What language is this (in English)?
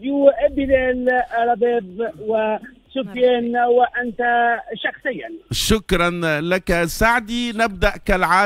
Tunisian Arabic